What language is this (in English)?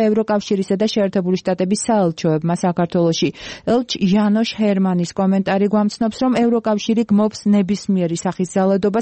Georgian